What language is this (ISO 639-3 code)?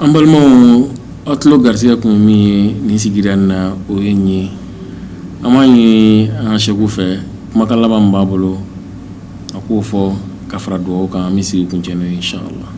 bam